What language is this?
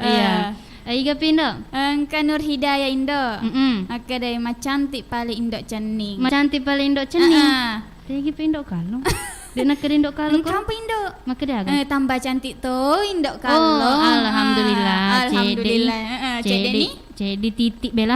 Buginese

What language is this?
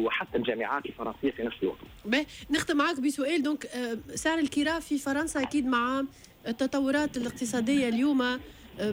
Tunisian Arabic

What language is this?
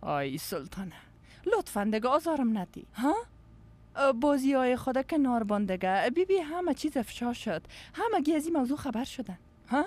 Persian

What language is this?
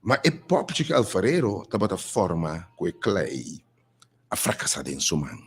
Papiamento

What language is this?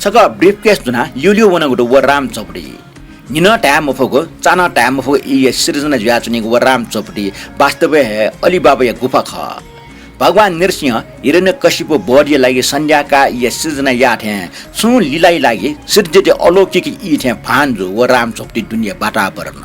Newari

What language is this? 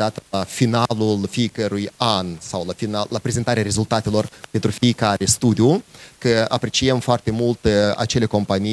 Romanian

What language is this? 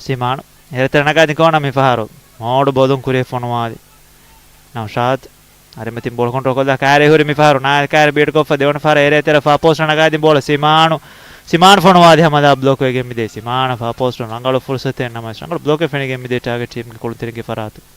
Divehi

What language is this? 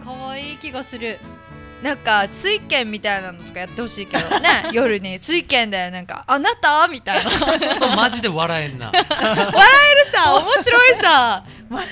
Japanese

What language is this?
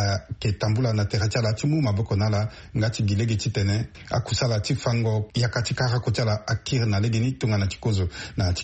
Sango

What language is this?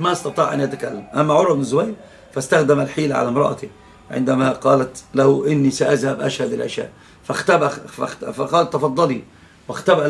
Arabic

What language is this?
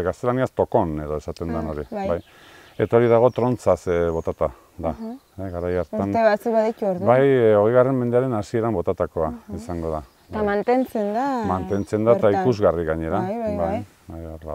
Basque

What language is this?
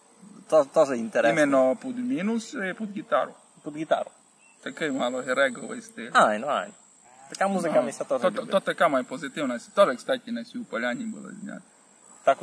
Rusyn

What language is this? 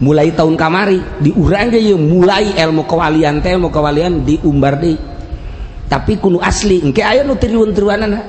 Sundanese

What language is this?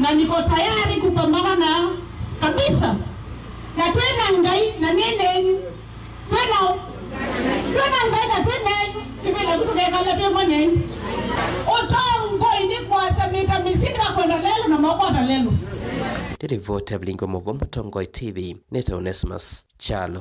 Kamba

